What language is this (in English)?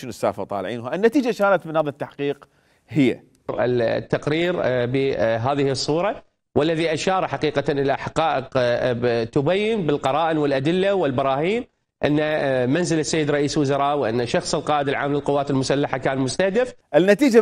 Mesopotamian Arabic